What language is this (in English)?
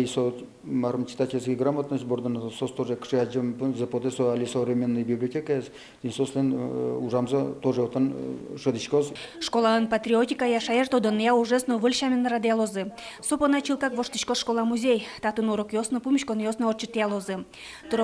Udmurt